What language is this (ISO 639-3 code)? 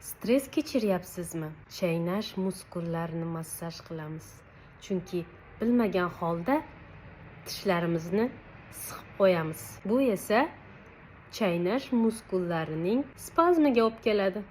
uzb